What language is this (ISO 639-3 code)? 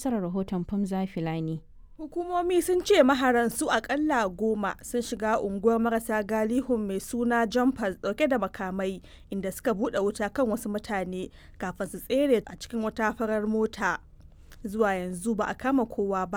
hau